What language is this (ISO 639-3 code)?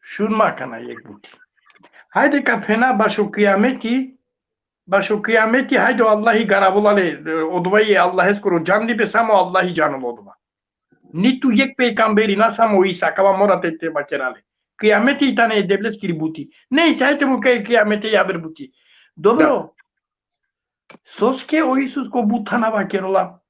rmn